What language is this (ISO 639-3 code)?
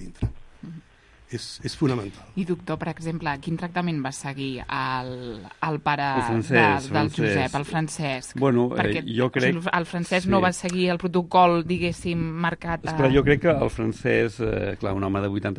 cat